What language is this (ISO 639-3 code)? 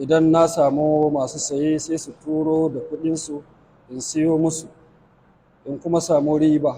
hau